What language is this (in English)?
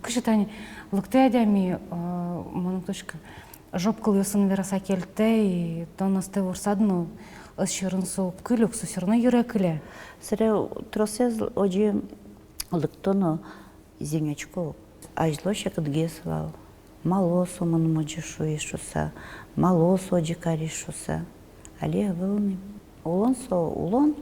Udmurt